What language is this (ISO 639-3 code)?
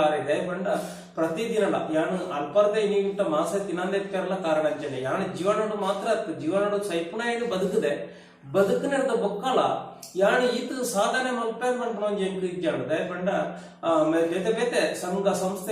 tcy